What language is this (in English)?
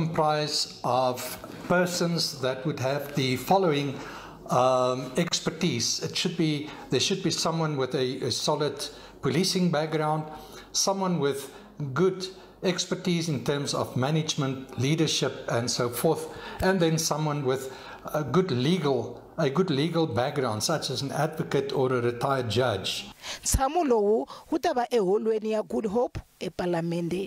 Tsonga